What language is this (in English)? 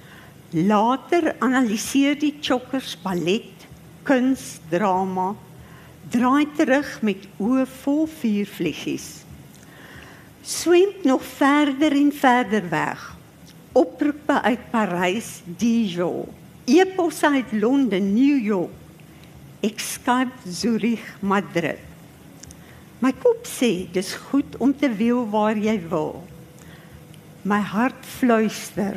Afrikaans